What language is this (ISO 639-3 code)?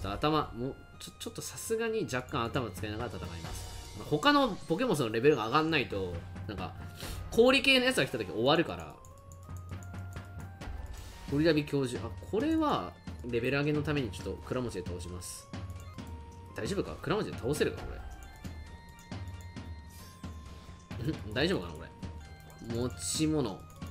jpn